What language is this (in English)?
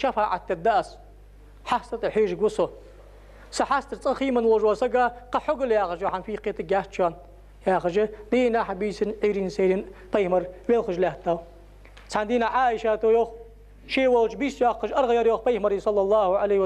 Ingush